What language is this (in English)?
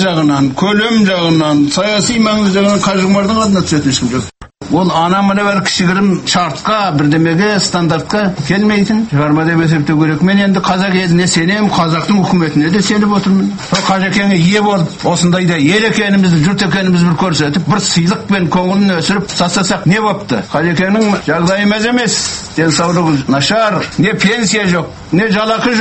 Kazakh